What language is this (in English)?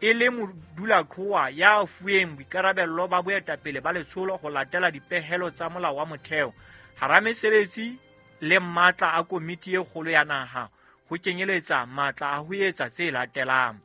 Southern Sotho